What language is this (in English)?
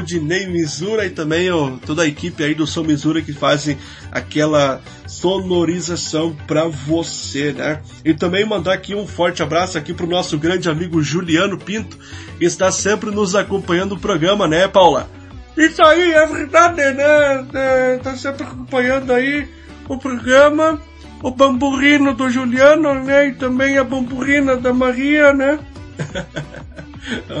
Portuguese